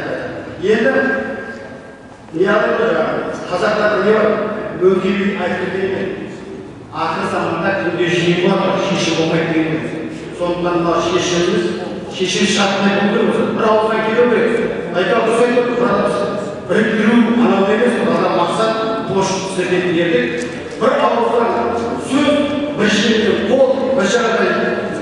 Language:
Kazakh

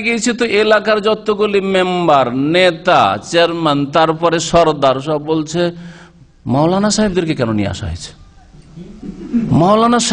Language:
Bangla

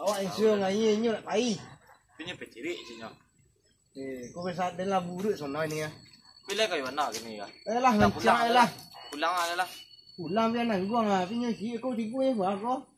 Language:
Minangkabau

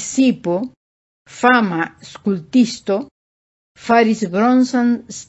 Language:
Esperanto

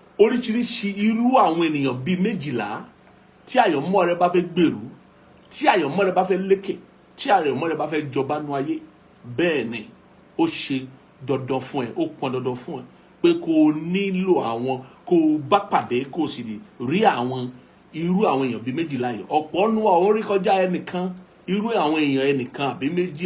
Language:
Yoruba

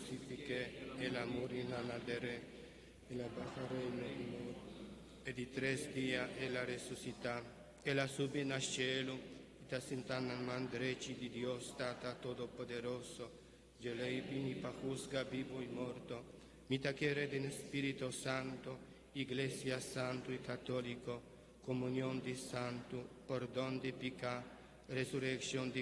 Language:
Papiamento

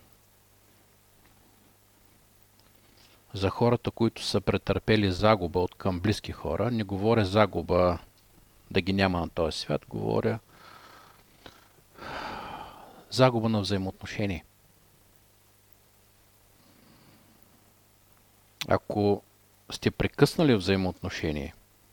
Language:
Bulgarian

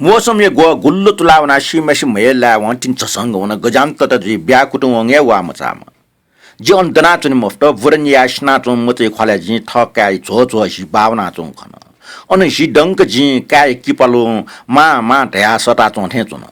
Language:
Newari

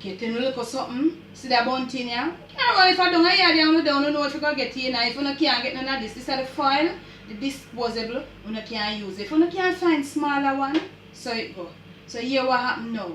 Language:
Jamaican Creole English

